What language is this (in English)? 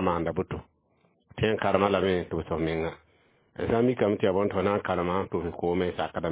Mossi